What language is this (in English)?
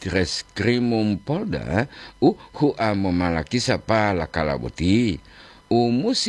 Gorontalo